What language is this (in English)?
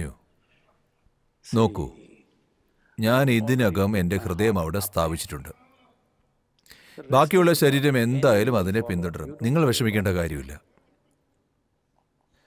Malayalam